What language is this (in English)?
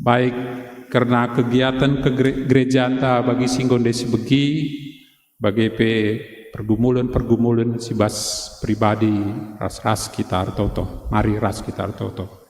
Batak Karo